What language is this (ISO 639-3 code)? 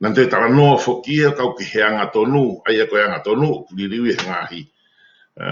ton